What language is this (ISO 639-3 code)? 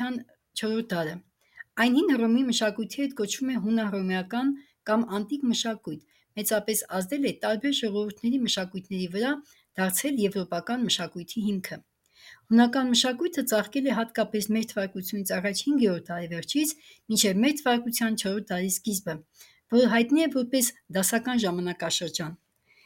hye